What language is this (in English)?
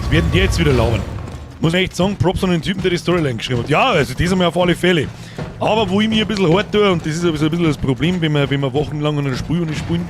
Bavarian